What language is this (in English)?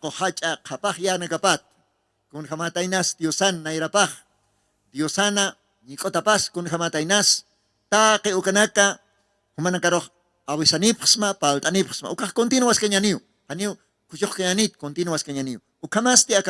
Aymara